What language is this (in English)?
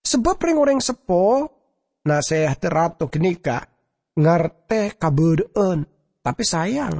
Madurese